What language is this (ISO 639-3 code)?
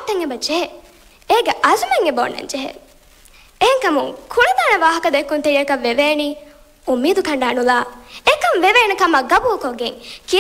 div